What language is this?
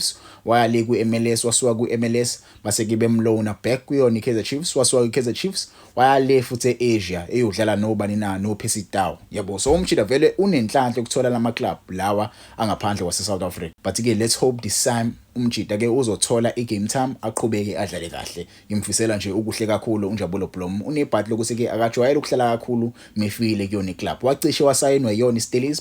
Zulu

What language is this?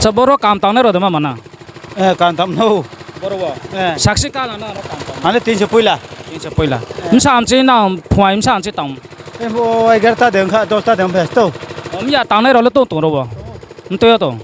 Riang (India)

